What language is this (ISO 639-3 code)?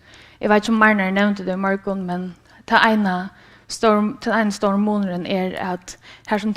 fao